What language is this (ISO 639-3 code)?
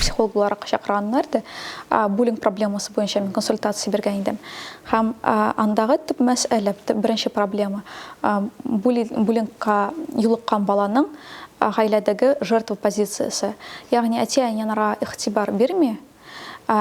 tat